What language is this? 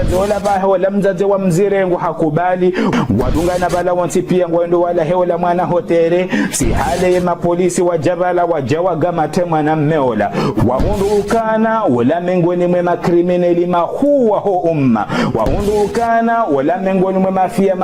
Ngazidja Comorian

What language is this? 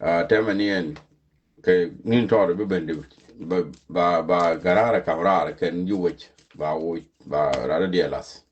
Nuer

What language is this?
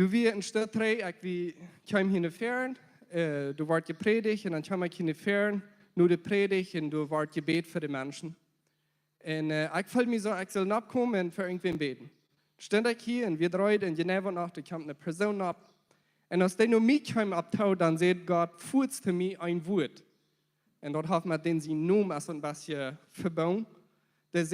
Plautdietsch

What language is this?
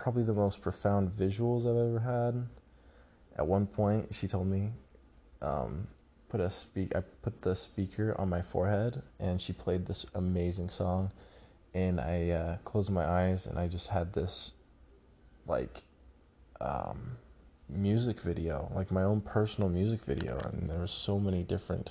English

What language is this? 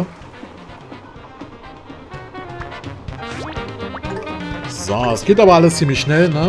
German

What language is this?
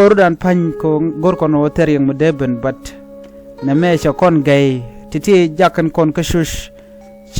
Nuer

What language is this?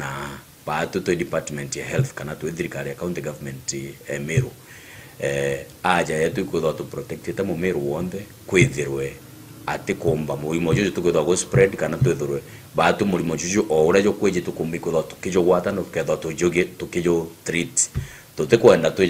Meru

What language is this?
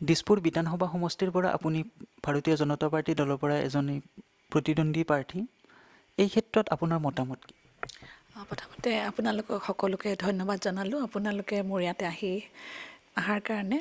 Assamese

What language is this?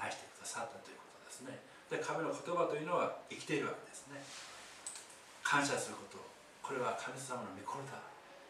Japanese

